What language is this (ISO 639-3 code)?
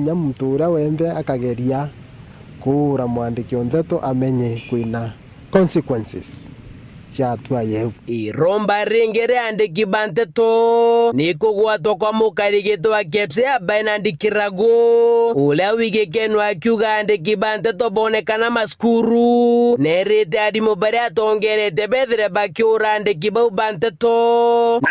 mer